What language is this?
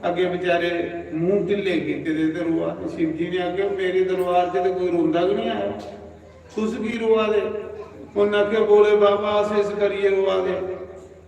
Dogri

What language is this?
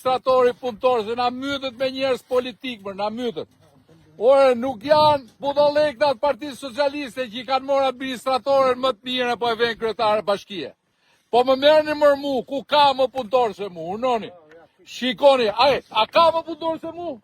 Albanian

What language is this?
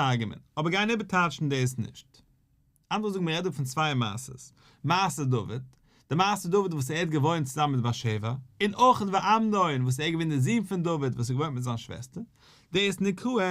Yiddish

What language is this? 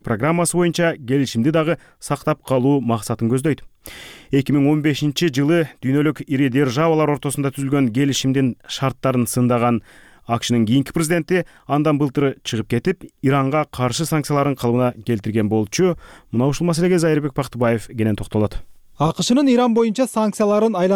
Kyrgyz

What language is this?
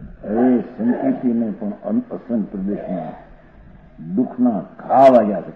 Gujarati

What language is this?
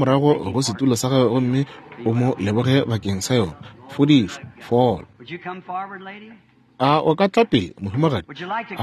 Northern Sotho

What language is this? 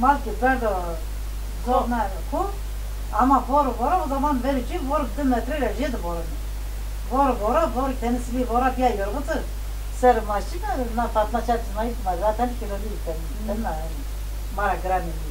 Zaza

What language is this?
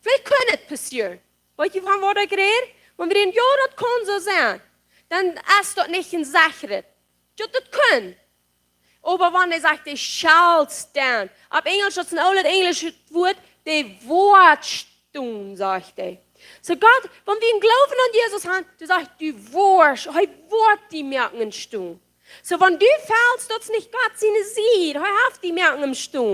Plautdietsch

